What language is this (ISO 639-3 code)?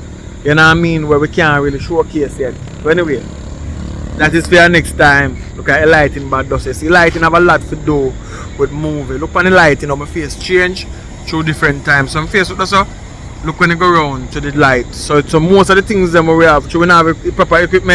jam